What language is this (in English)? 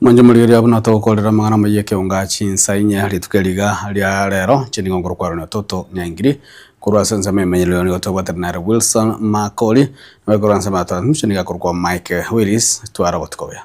Gusii